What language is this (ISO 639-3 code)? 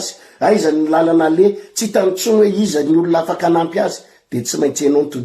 mlg